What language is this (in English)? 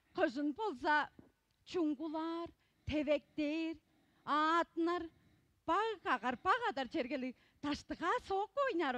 Tuvinian